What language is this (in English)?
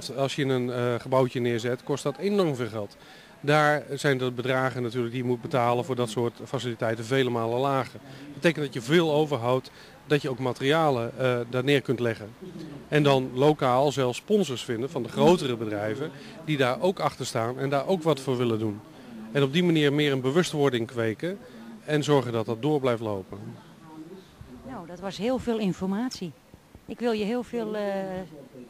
Dutch